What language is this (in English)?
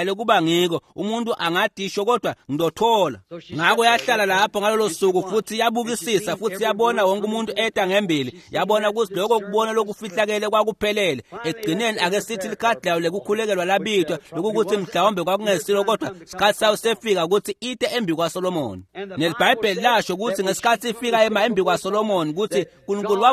Swati